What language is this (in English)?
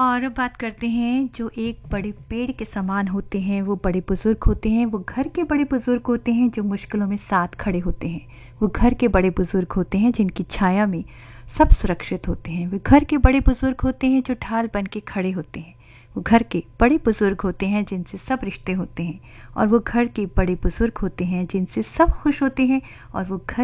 Hindi